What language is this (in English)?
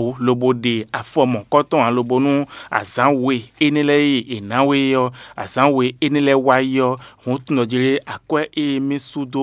Fon